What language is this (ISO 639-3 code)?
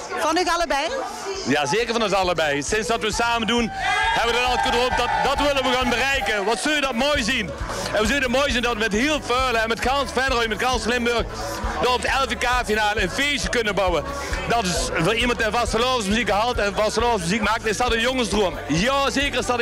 lim